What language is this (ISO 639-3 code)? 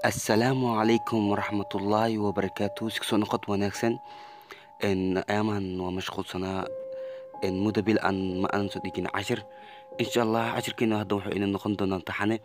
som